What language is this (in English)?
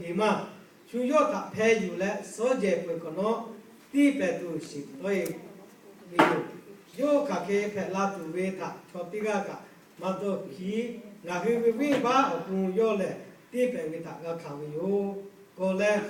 Lahu